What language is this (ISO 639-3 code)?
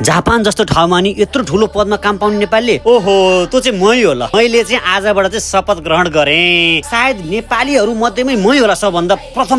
nep